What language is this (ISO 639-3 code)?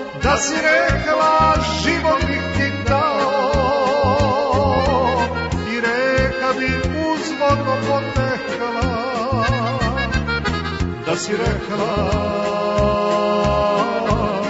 srp